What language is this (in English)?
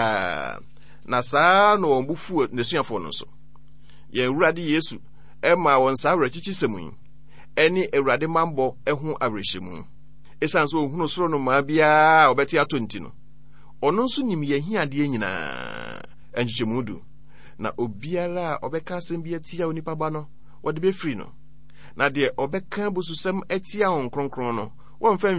Akan